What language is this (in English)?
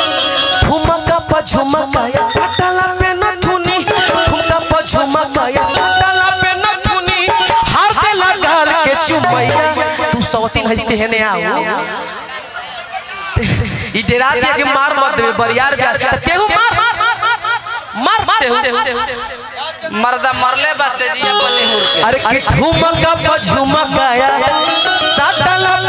Bhojpuri